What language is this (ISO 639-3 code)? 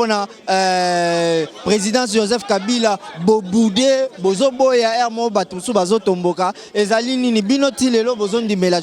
lin